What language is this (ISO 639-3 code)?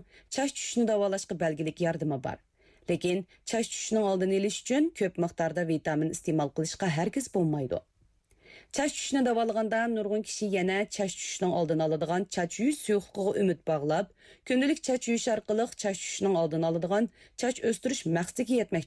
uig